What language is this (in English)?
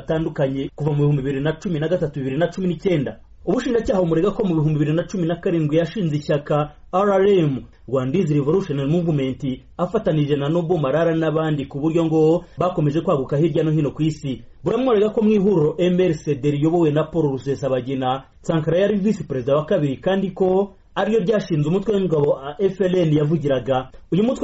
Kinyarwanda